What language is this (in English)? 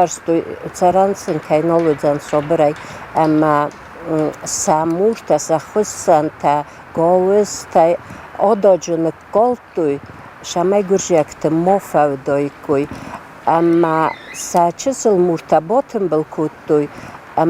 Ossetic